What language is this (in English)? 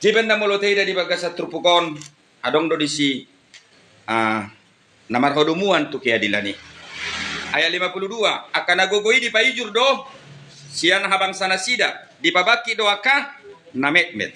Batak Toba